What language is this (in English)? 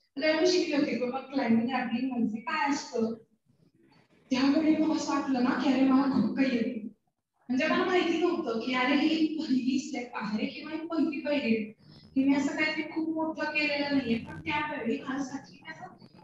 Marathi